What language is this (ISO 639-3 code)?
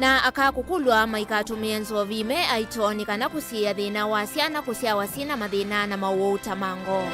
kam